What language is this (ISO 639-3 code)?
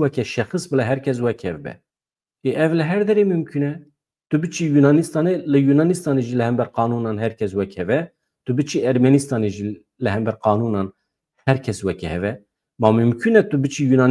kur